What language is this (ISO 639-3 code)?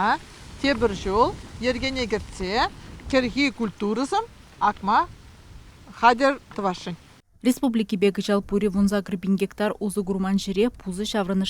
chv